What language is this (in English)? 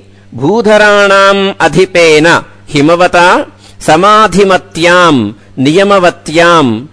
Sanskrit